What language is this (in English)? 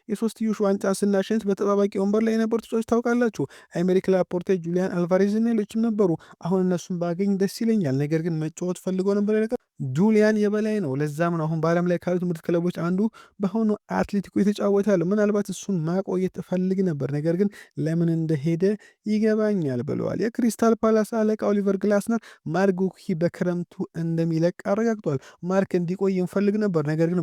Amharic